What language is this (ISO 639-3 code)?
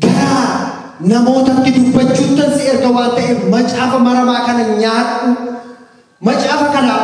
orm